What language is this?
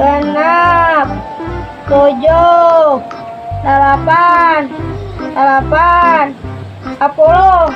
Sundanese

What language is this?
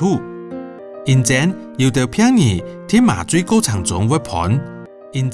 Hakka Chinese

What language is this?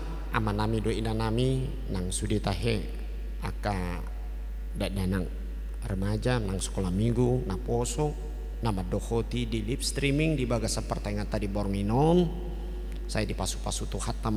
Batak Toba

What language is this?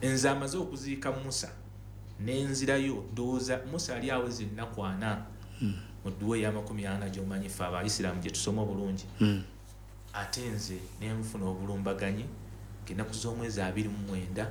Ganda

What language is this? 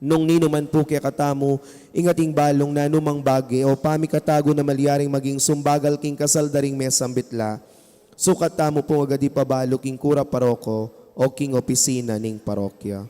Pampanga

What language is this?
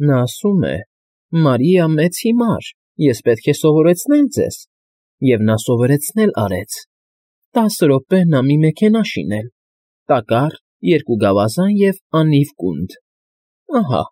Armenian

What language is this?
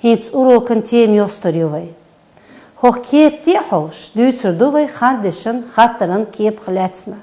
Chechen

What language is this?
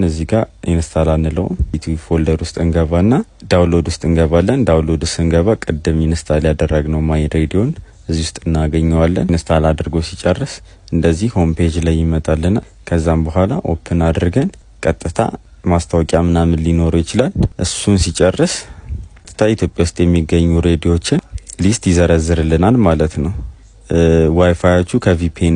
Amharic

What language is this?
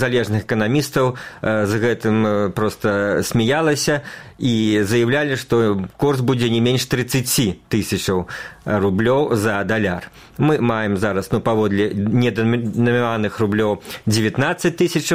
Belarusian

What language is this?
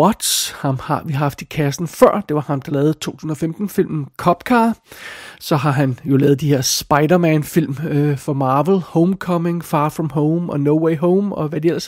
Danish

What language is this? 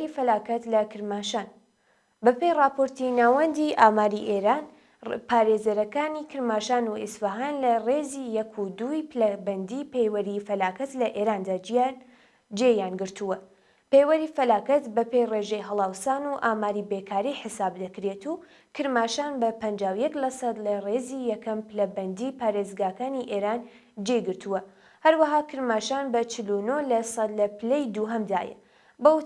Central Kurdish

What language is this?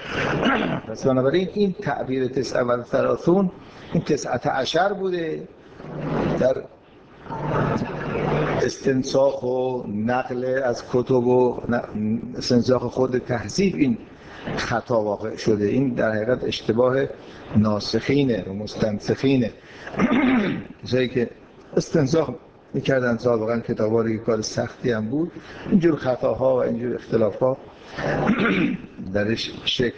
Persian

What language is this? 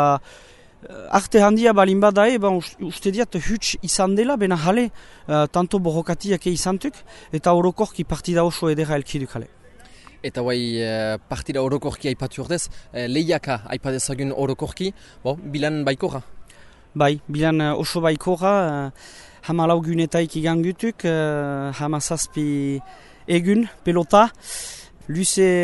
Basque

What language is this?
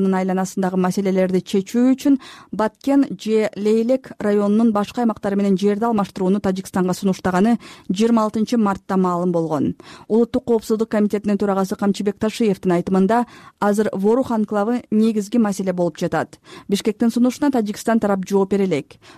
Kyrgyz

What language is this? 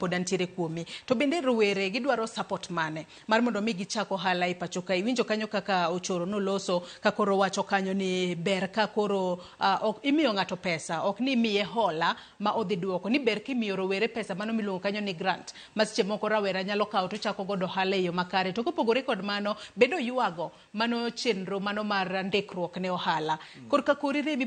Luo (Kenya and Tanzania)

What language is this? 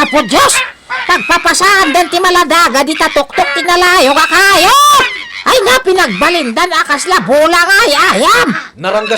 Iloko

